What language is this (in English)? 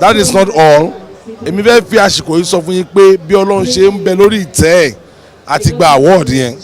Yoruba